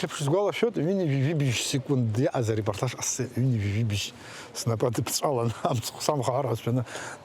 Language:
Abkhazian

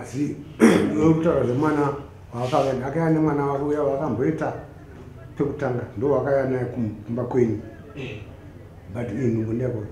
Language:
Shona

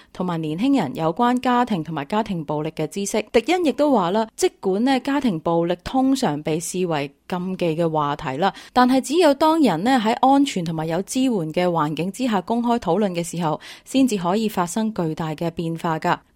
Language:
Cantonese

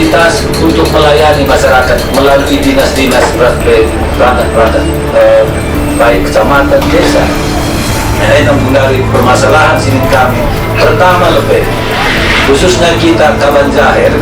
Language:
Batak Karo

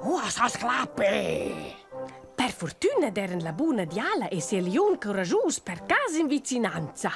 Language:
Romansh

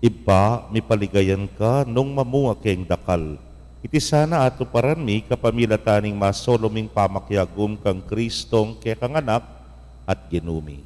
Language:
Pampanga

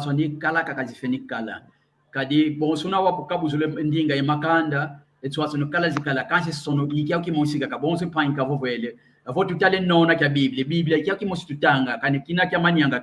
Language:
San Salvador Kongo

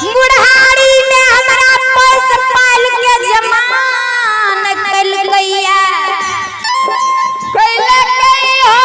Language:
Maithili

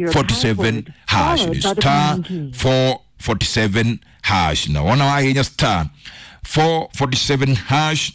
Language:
Kikuyu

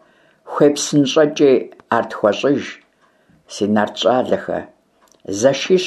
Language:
Kabardian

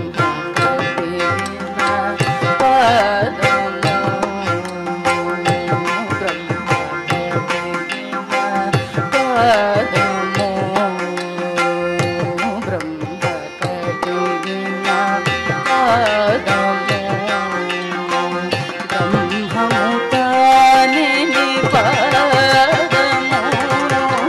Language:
Telugu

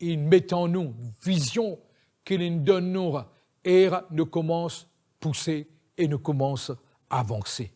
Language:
Morisyen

